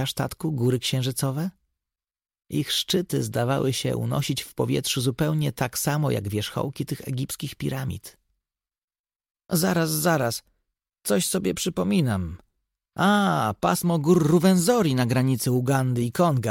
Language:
Polish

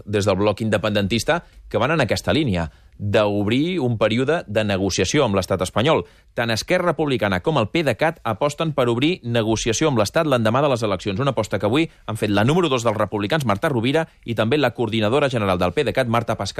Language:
Catalan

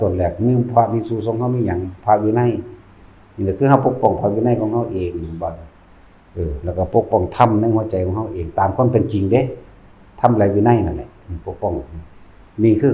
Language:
Lao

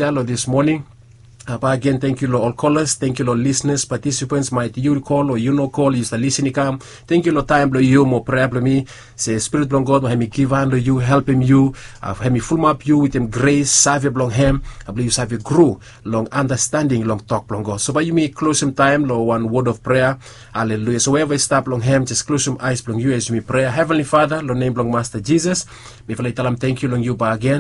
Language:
Bislama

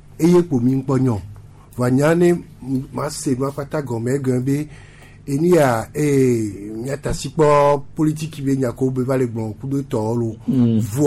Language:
Gen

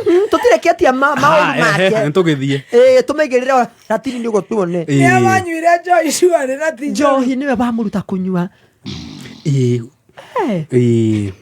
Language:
Kikuyu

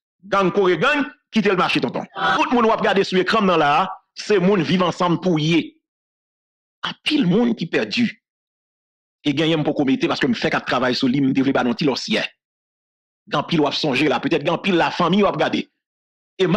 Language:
French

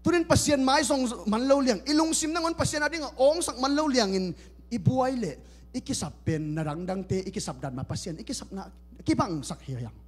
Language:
Tedim Chin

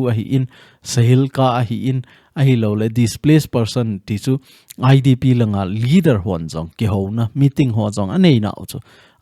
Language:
Thado Chin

